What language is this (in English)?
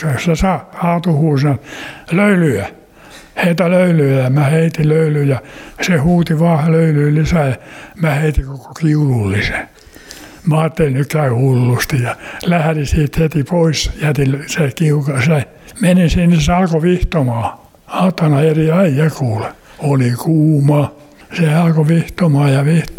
Finnish